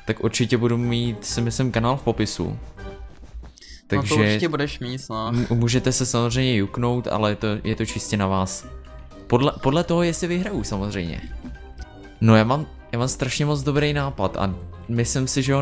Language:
Czech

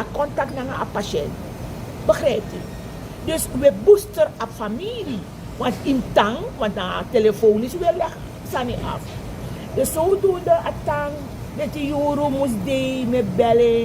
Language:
Sranan Tongo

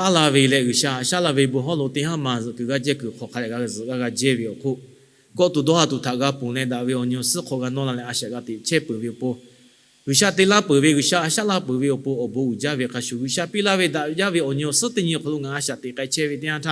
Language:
Lahu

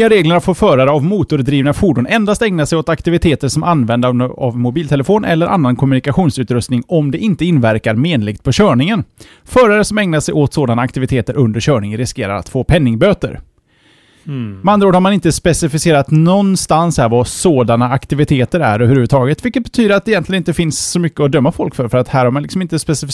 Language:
Swedish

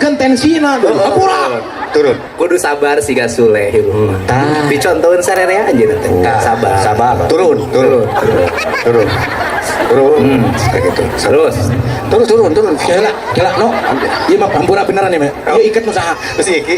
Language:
Sundanese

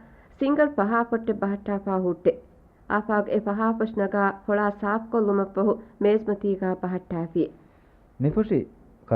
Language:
Divehi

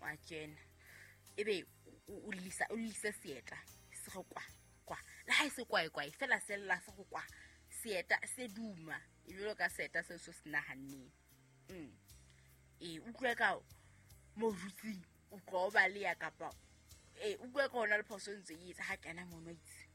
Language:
Southern Sotho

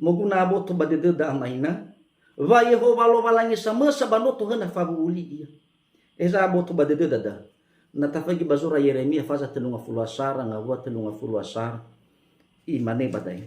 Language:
Nias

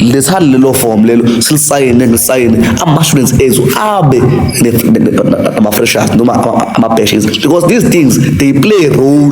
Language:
Zulu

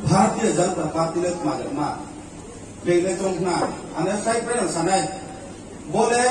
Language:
Riang (India)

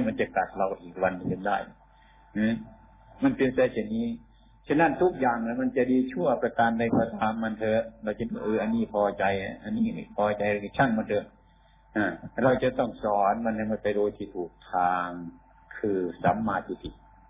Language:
Thai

